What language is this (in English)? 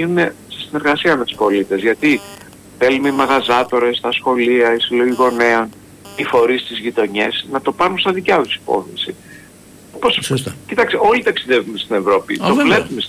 Greek